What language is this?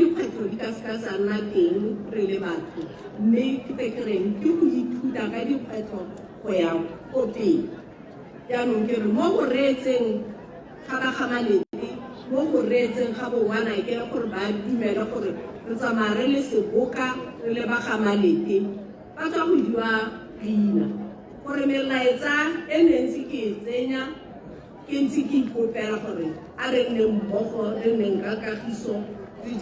Tswana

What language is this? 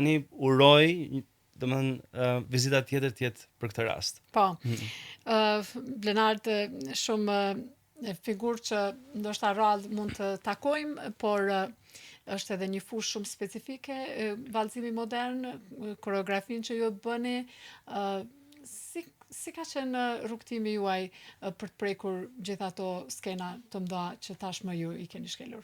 Albanian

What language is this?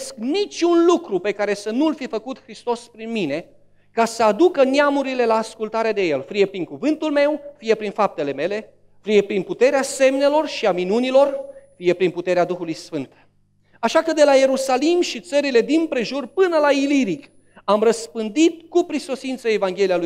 Romanian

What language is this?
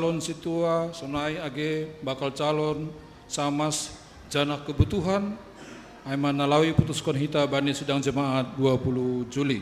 Batak Simalungun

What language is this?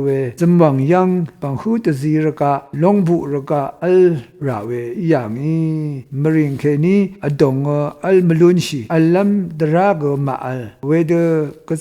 Rawang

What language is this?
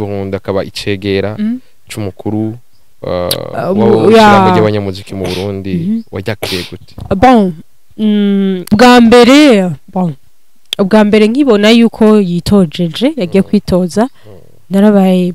Rundi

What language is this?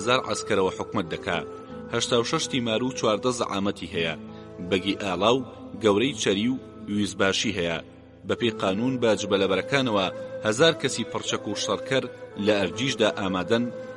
Central Kurdish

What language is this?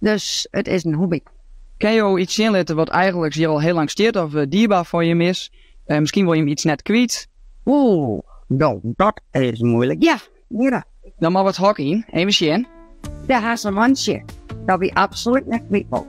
Western Frisian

